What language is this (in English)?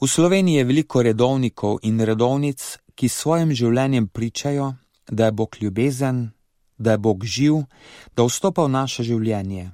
Slovenian